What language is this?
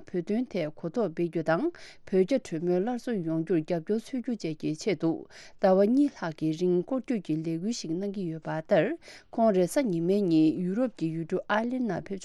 Tibetan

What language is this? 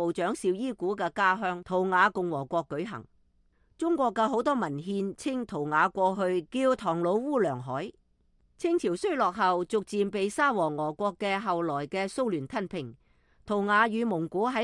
Cantonese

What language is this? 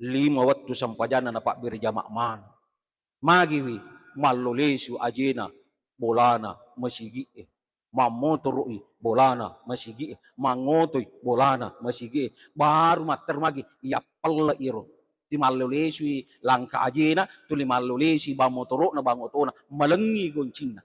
Buginese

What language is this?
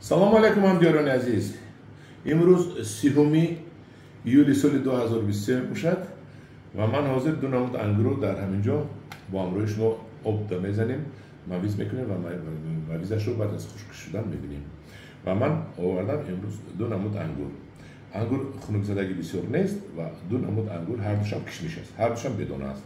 Tajik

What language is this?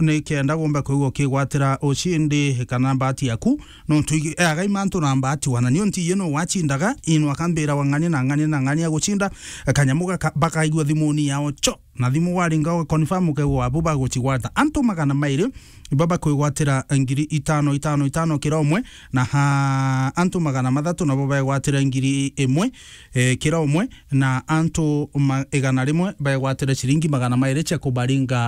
Meru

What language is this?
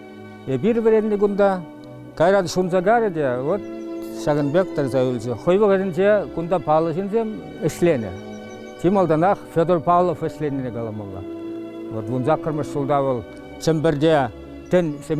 Chuvash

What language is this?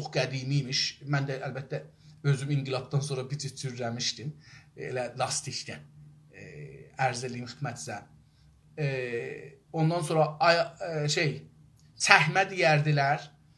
South Azerbaijani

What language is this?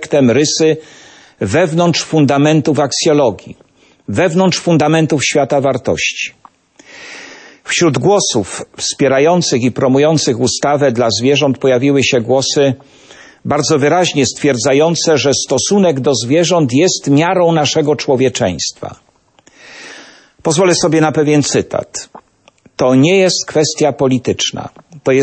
Polish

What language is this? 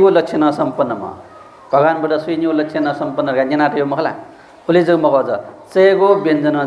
Newari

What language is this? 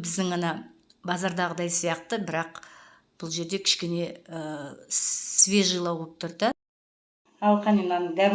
Kazakh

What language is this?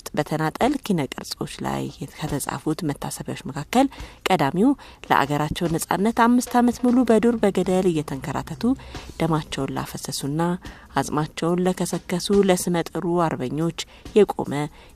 Amharic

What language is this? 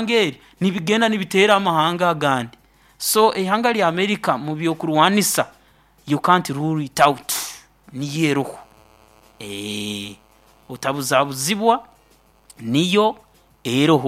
Nyoro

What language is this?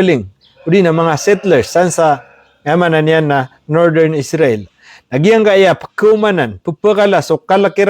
Maranao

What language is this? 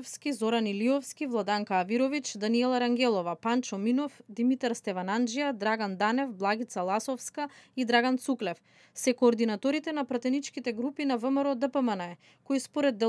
Macedonian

